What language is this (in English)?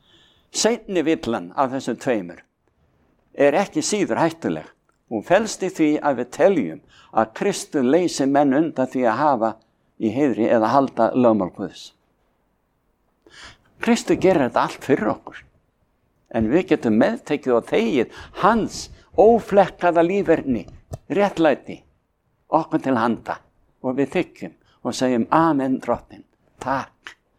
Icelandic